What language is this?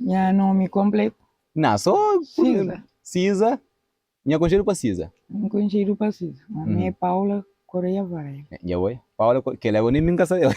Kabuverdianu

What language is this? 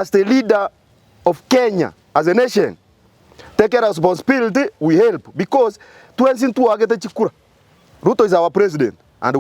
Gusii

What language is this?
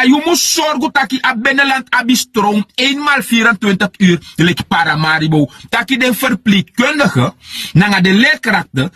Sranan Tongo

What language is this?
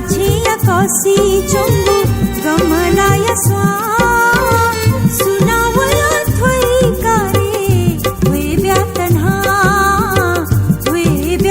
Newari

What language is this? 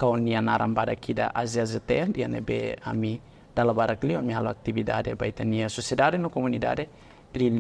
Tetum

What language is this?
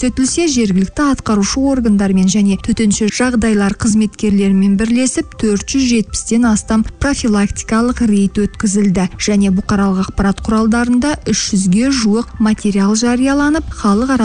Kazakh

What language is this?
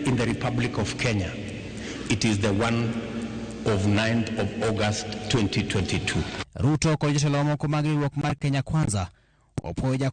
Luo (Kenya and Tanzania)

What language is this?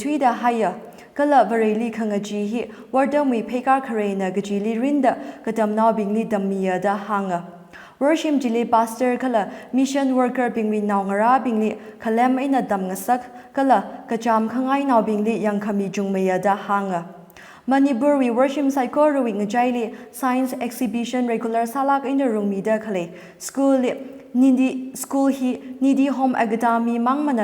Tangkhul Naga (India)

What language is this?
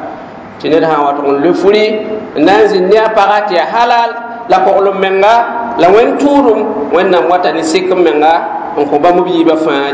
Mossi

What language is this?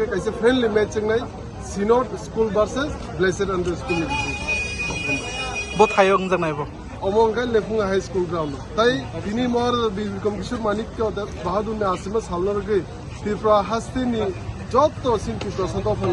Kok Borok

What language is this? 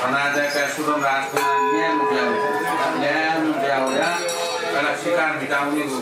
Newari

